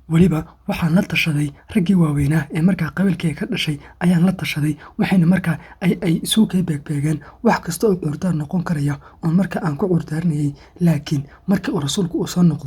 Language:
Somali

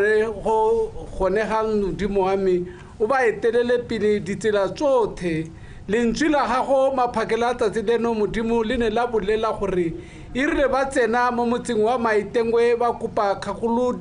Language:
Tswana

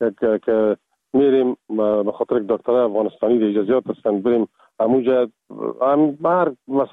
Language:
Persian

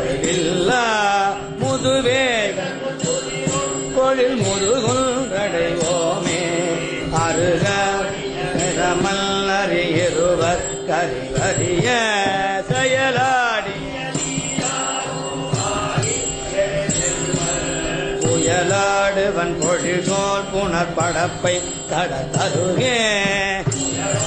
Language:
Tamil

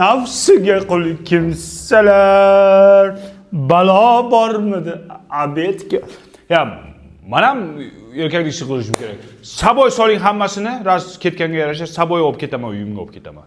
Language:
Uzbek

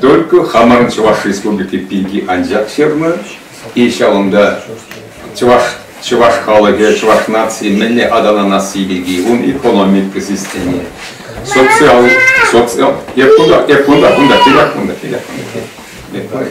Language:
Chuvash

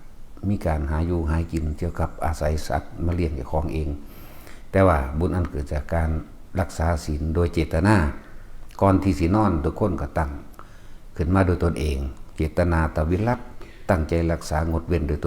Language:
Northeastern Thai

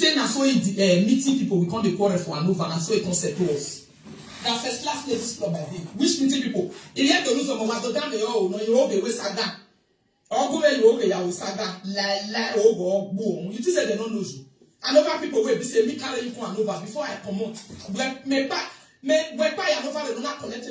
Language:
Nigerian Pidgin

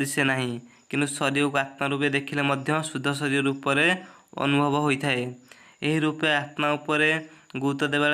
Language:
Odia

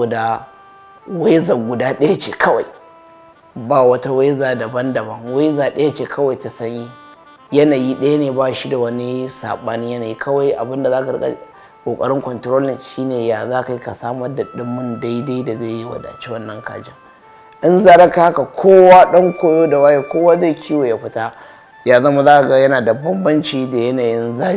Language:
Hausa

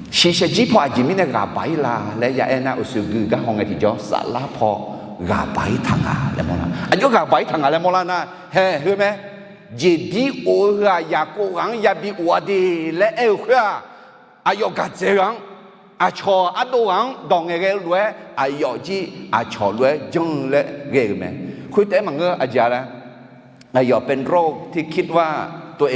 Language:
Akha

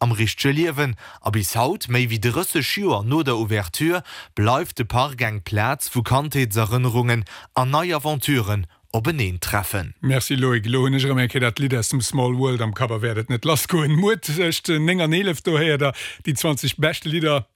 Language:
Luxembourgish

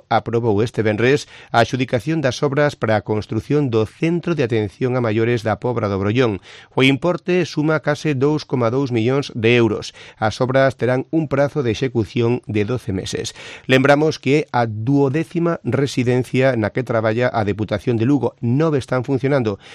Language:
Galician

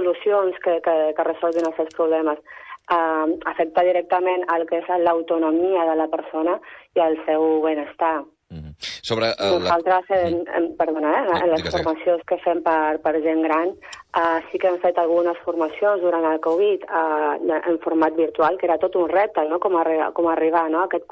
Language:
Catalan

